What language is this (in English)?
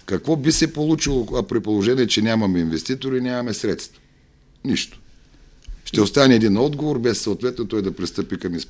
Bulgarian